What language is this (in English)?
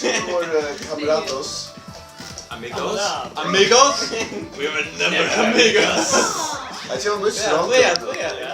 Faroese